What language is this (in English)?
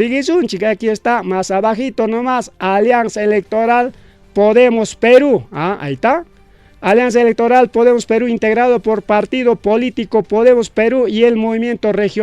Ayacucho Quechua